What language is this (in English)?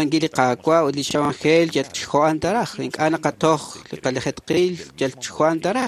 Kekchí